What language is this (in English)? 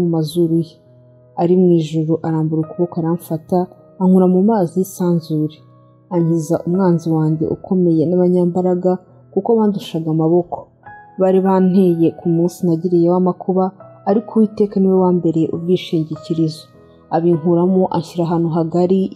Kinyarwanda